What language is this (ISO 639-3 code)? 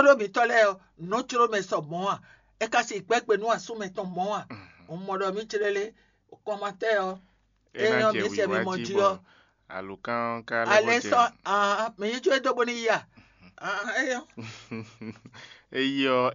fon